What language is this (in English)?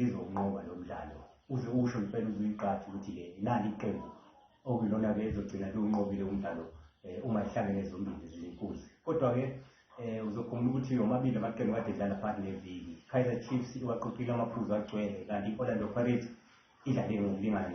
Zulu